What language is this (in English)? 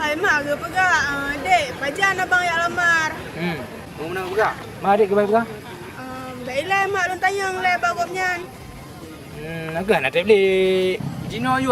Achinese